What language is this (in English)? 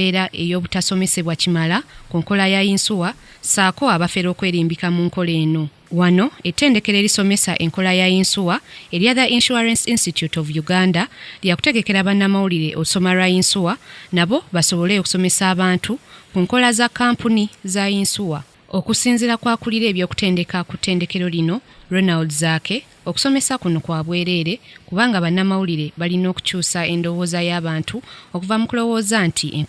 Ganda